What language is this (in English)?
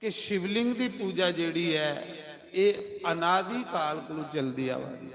Dogri